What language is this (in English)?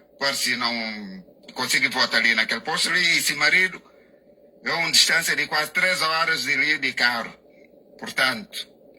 Kabuverdianu